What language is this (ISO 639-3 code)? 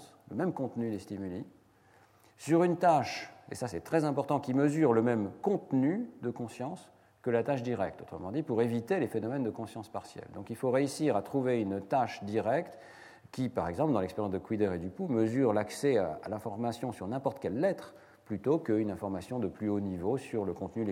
fra